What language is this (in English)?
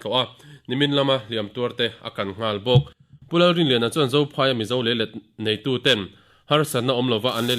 Mizo